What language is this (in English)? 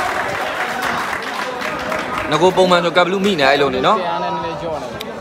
Burmese